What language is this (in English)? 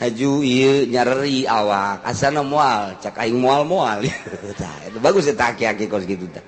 Sundanese